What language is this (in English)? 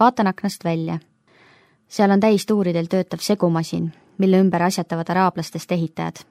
Estonian